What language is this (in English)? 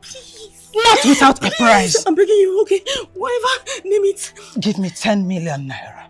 Nigerian Pidgin